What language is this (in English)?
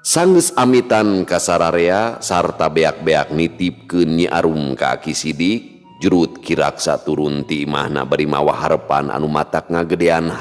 Sundanese